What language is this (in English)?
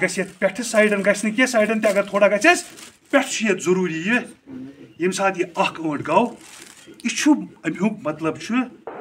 Kashmiri